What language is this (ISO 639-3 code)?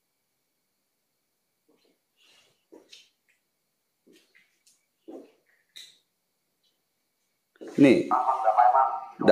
ind